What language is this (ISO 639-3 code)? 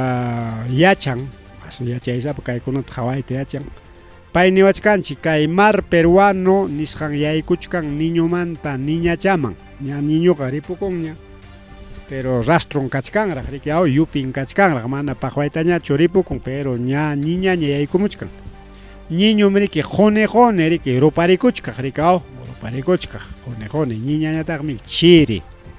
quy